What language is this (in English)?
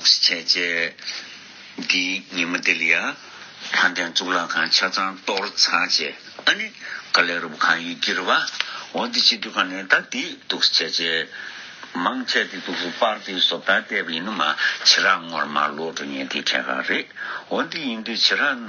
Tibetan